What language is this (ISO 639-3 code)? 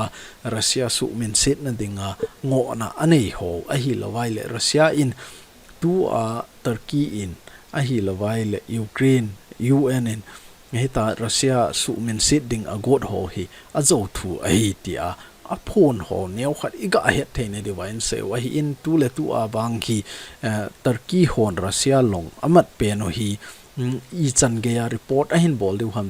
tcz